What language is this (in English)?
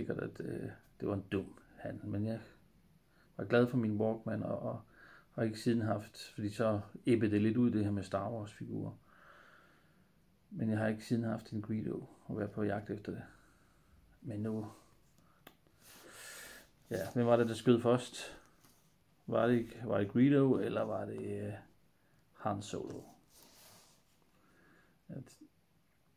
Danish